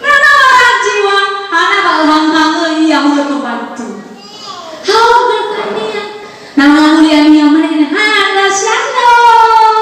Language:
Nias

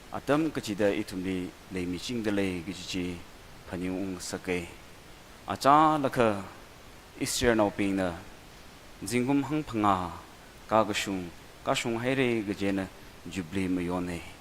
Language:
Tangkhul Naga (India)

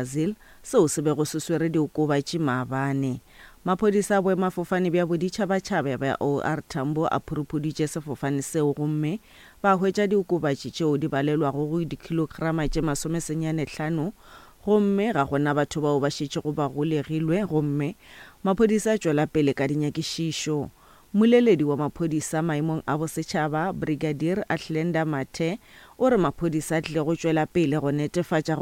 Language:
Northern Sotho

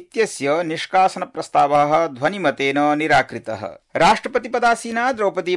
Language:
Sanskrit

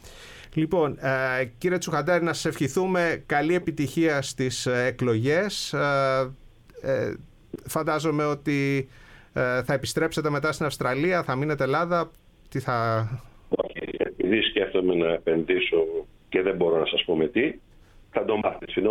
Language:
Greek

